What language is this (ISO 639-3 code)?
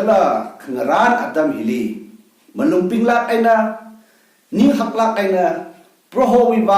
nmf